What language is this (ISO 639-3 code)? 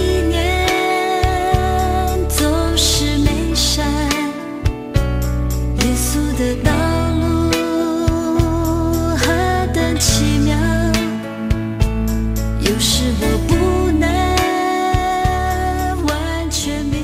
zho